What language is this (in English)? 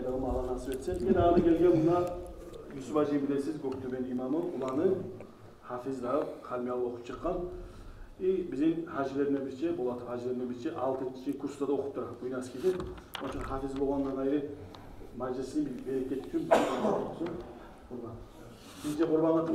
Kumyk